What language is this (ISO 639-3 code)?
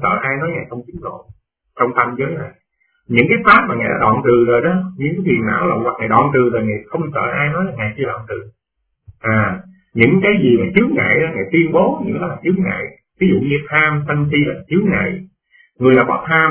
vie